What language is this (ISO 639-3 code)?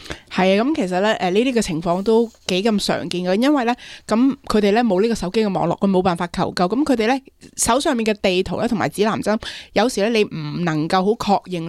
yue